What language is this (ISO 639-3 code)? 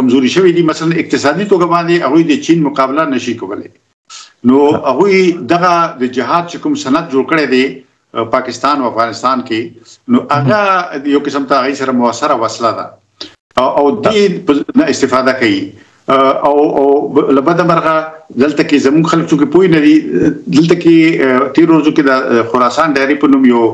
pus